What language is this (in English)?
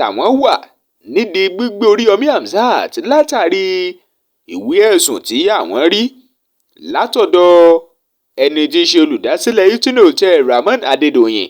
Yoruba